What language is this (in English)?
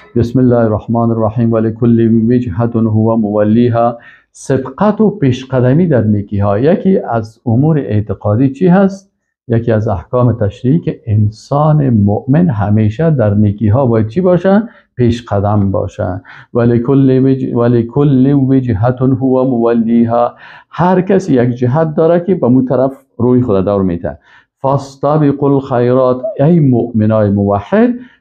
Persian